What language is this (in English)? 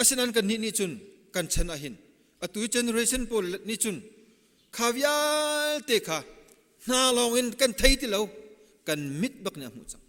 Hakha Chin